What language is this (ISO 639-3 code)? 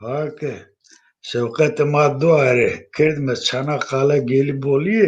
zza